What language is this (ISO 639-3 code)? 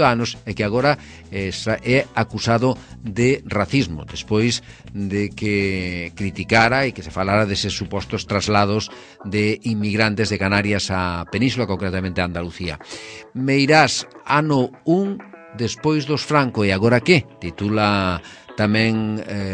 glg